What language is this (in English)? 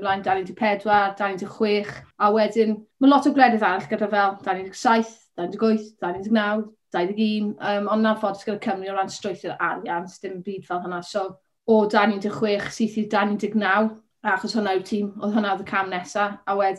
Welsh